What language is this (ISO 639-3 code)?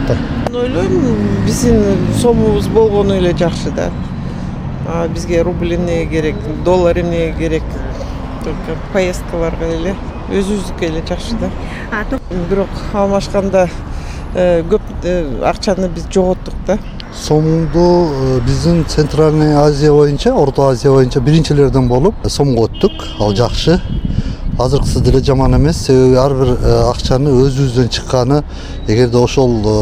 kir